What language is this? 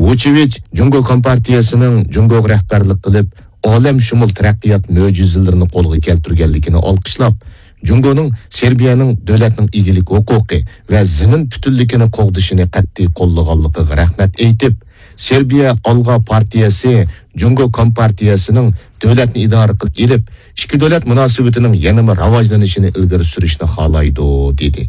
Uyghur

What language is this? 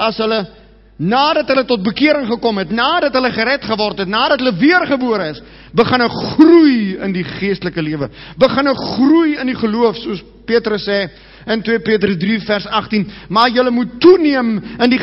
Afrikaans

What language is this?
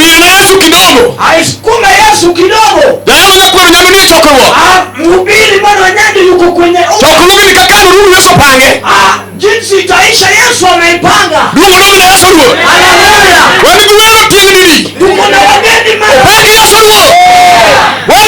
Luo (Kenya and Tanzania)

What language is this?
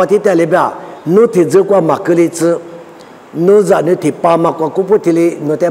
Lisu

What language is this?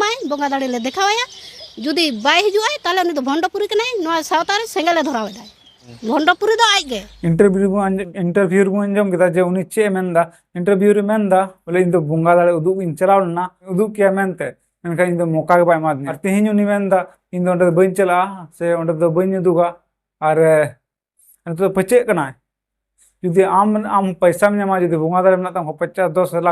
Santali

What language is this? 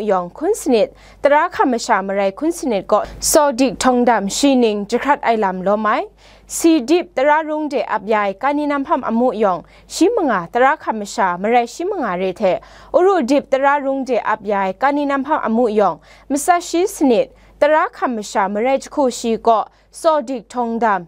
Kachin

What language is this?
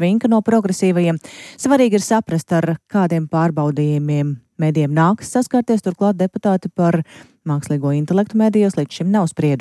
Latvian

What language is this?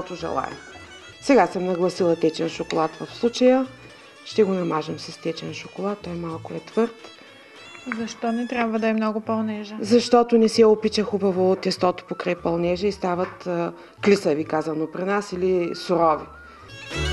Bulgarian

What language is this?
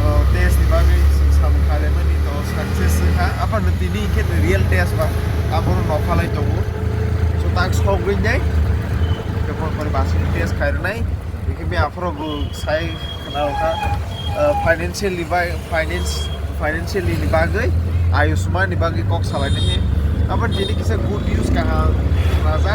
Kok Borok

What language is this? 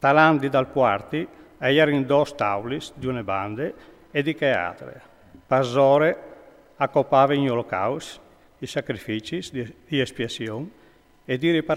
Friulian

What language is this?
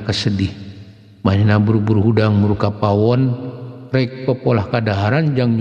Sundanese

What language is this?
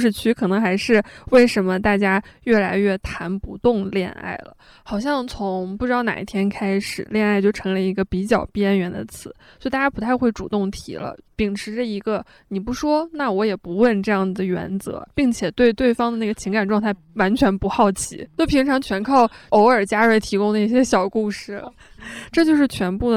Chinese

